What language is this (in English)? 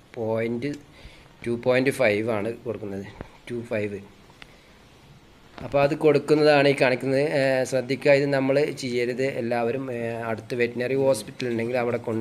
Malayalam